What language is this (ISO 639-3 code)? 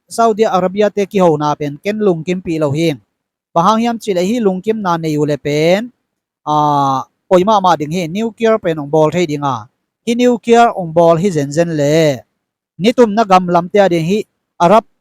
ctd